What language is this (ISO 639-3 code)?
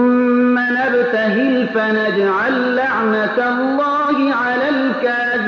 fas